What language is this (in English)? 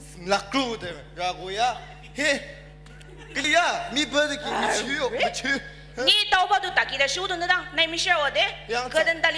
Ao Naga